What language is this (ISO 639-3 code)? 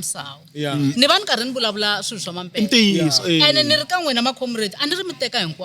tso